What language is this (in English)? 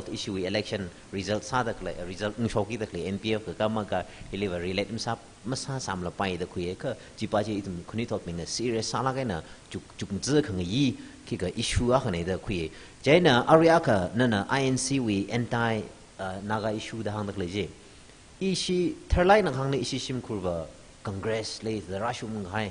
Tangkhul Naga (India)